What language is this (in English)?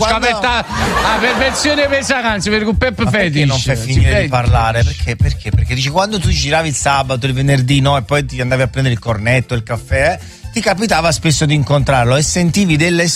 Italian